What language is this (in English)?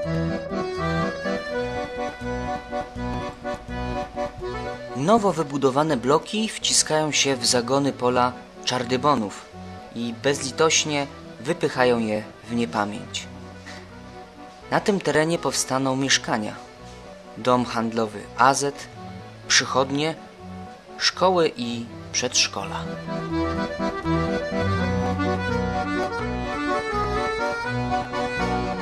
Polish